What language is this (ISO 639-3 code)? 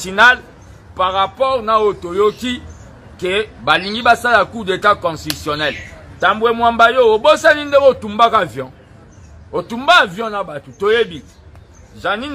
lin